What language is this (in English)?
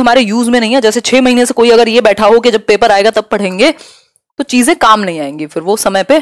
Hindi